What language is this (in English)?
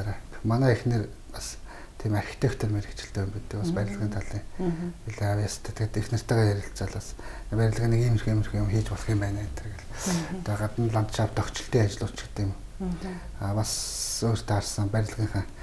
Mongolian